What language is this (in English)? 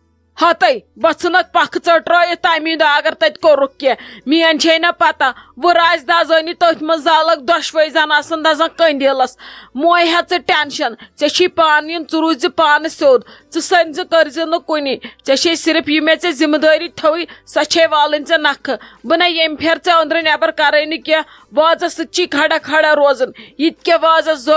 Kashmiri